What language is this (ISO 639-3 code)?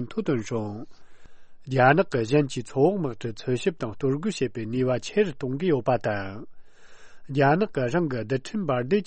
bod